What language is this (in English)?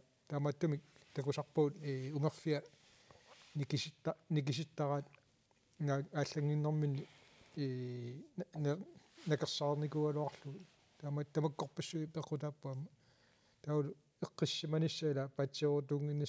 Kalaallisut